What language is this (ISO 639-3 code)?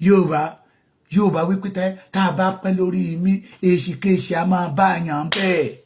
yor